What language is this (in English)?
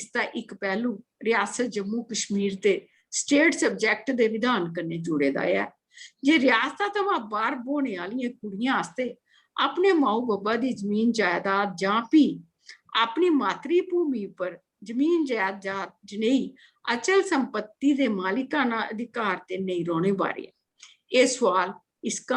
Dogri